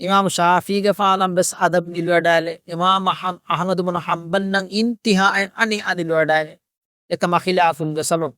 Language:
Divehi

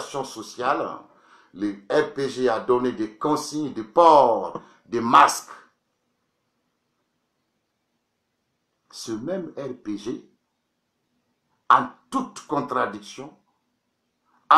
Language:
French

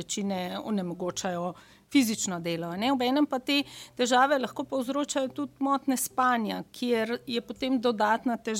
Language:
Slovenian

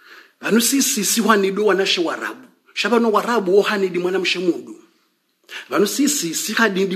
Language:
Swahili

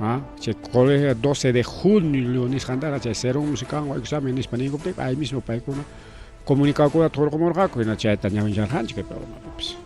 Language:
Ayacucho Quechua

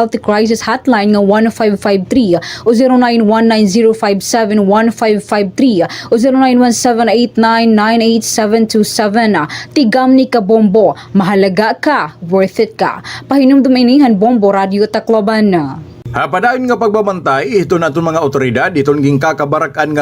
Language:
Waray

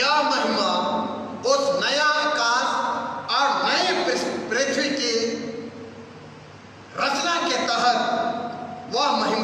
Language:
Hindi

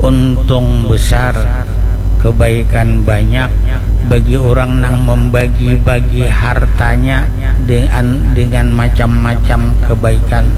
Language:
Banjar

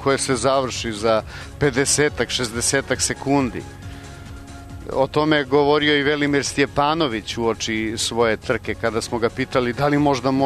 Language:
Serbian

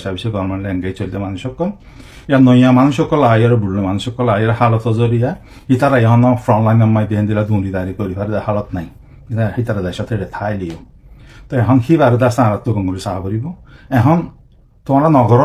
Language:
Rohingya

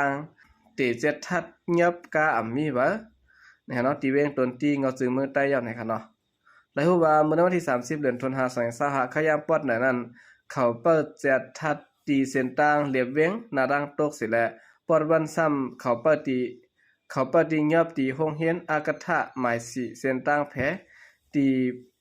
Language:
Shan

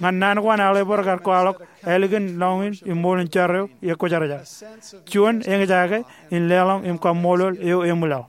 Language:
Marshallese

